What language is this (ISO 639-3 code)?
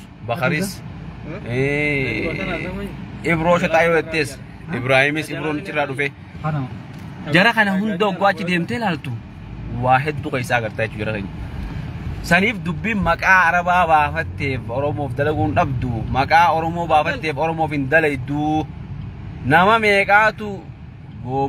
orm